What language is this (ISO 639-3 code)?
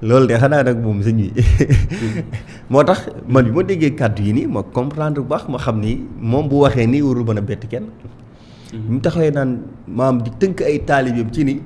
wol